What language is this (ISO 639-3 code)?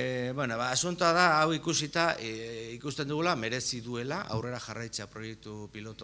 eus